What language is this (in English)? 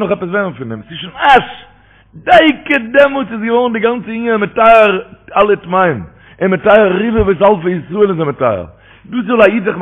Yiddish